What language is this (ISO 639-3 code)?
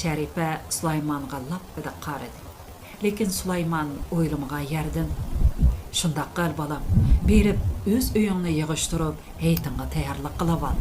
uig